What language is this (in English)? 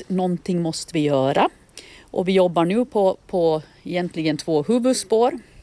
Swedish